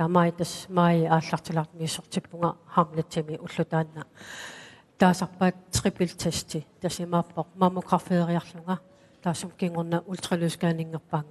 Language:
Kalaallisut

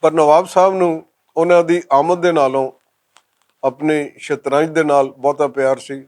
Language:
Western Panjabi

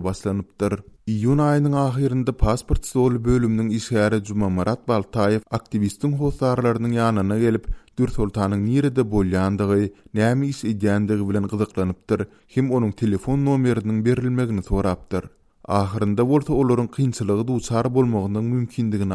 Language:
Turkmen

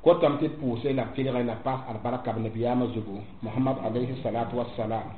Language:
Mossi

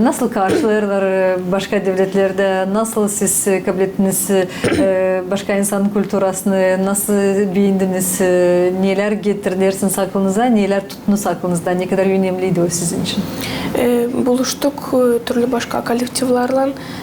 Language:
Gagauz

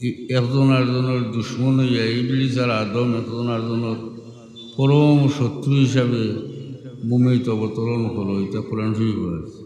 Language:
Sylheti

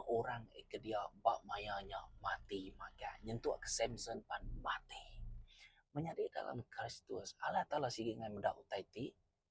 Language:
Iban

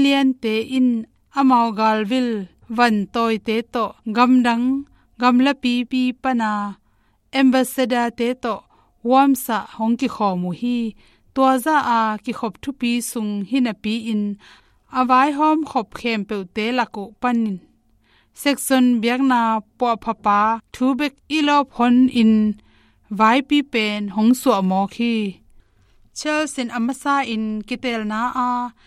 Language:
Tedim Chin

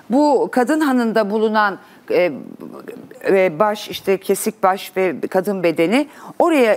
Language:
Turkish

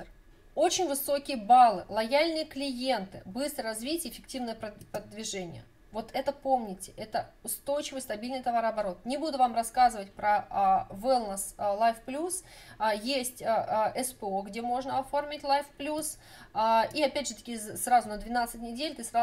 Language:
Russian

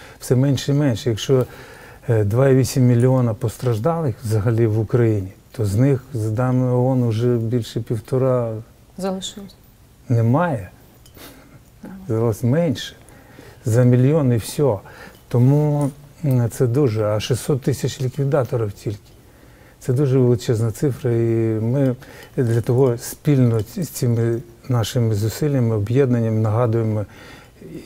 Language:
Ukrainian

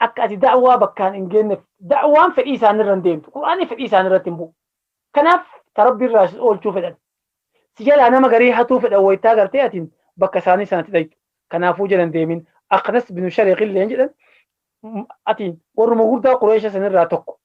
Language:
Oromo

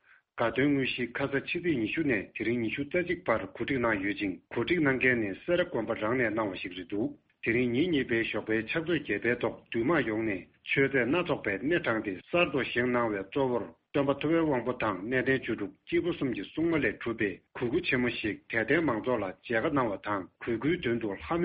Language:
Tibetan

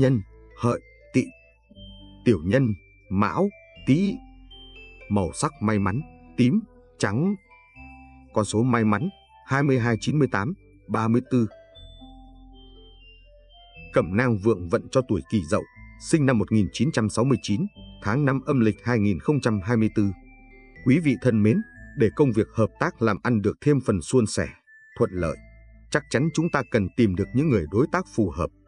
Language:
Vietnamese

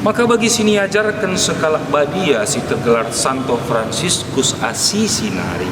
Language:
Batak Karo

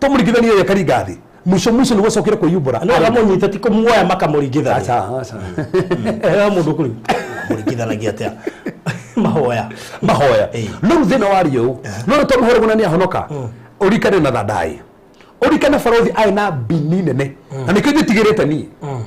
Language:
Kikuyu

